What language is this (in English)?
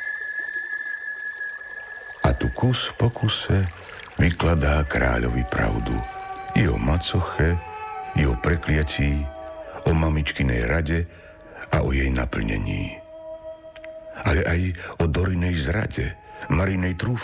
Slovak